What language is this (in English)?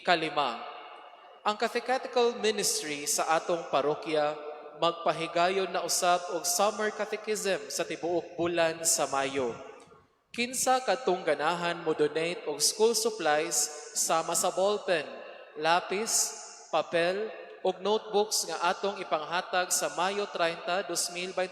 Cebuano